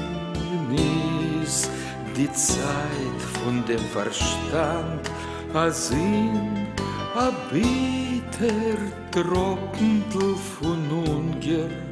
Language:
Yiddish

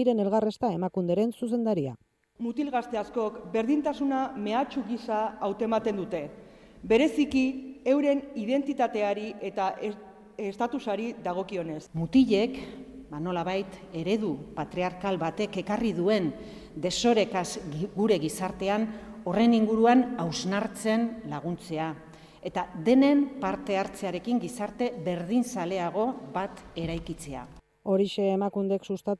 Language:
Basque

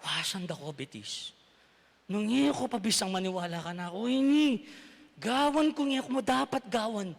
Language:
Pampanga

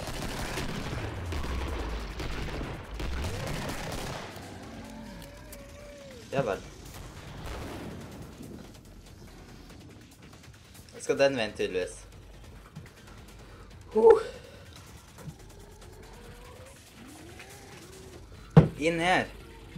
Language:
Norwegian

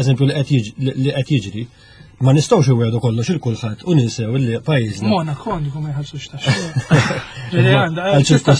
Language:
Maltese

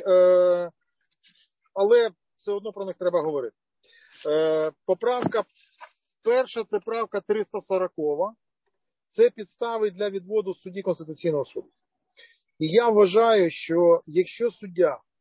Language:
Ukrainian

